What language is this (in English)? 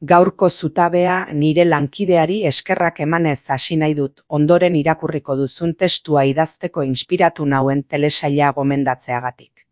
Basque